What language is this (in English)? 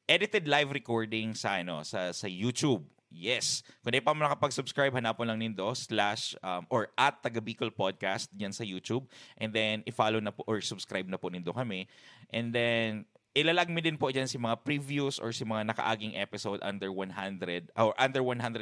Bikol